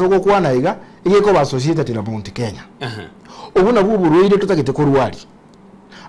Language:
Gusii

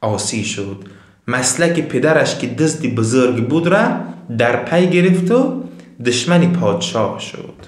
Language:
Tajik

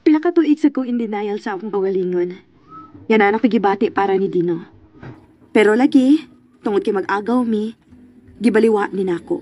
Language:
Cebuano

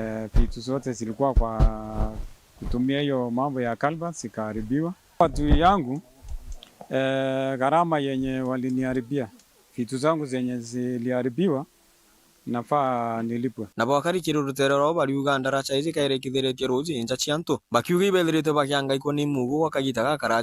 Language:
Meru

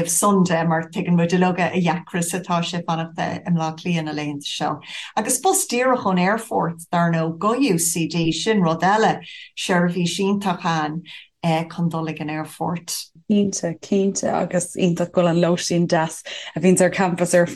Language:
Irish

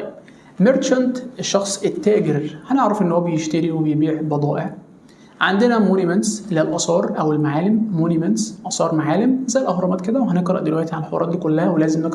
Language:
Egyptian Arabic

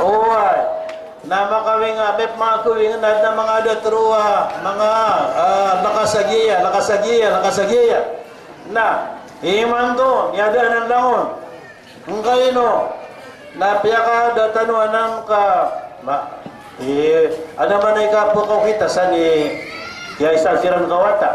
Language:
Maranao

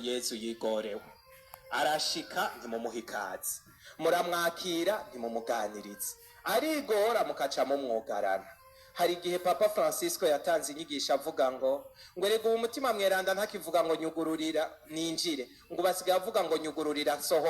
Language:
Rundi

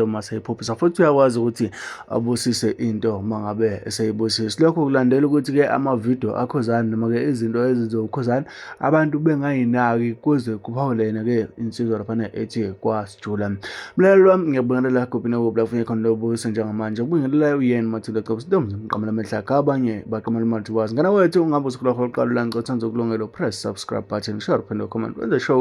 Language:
Zulu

